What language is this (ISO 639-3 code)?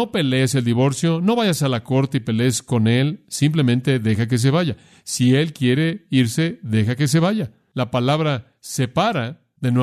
spa